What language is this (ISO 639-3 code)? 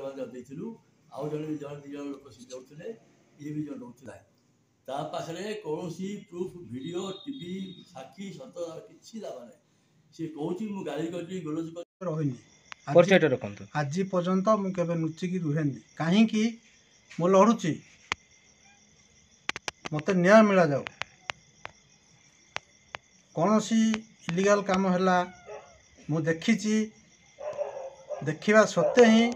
ori